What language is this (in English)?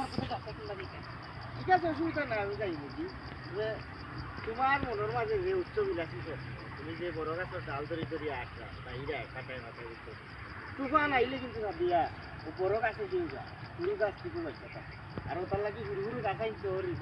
Sylheti